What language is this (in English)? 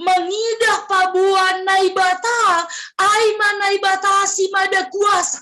Batak Simalungun